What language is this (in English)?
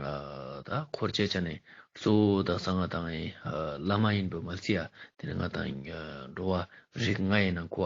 Ladakhi